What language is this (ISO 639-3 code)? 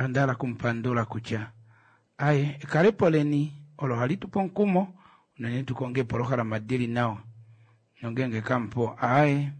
kua